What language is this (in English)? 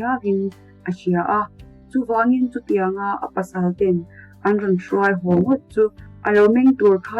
Mizo